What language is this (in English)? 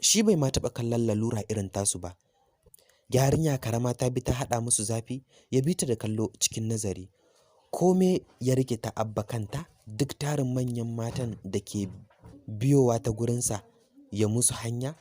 Hausa